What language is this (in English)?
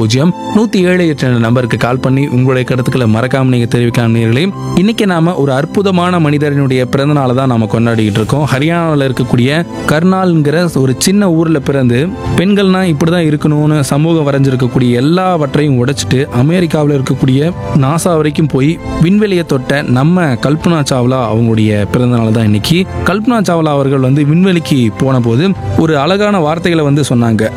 Tamil